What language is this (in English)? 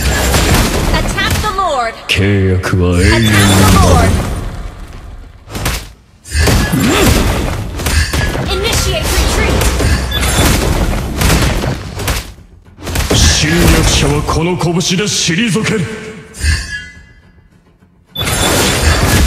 Japanese